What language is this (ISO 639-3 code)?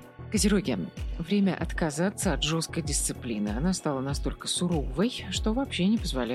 rus